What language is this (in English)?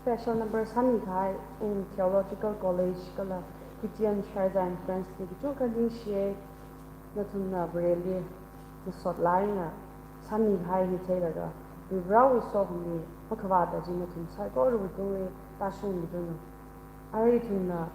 Tangkhul Naga (India)